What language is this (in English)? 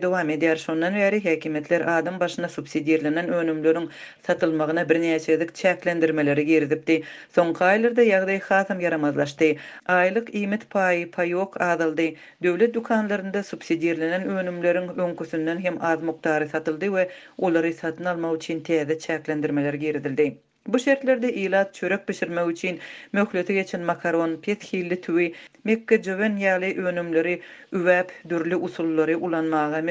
Turkmen